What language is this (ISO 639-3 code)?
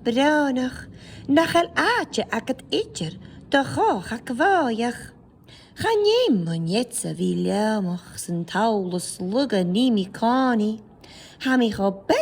gla